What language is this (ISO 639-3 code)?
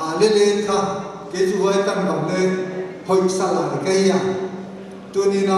pck